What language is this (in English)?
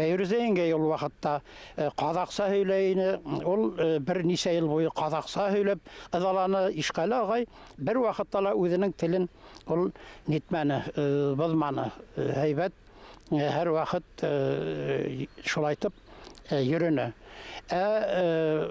Bashkir